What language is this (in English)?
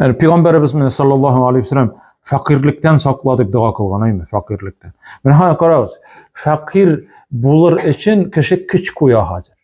Tatar